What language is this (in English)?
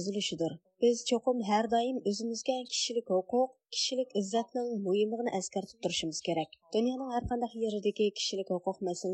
Uyghur